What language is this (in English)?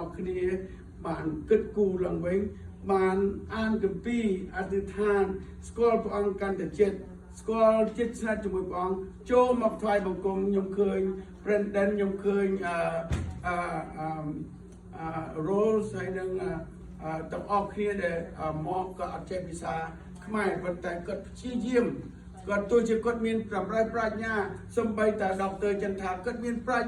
Khmer